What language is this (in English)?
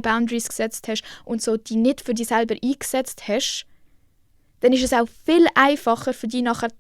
Swiss German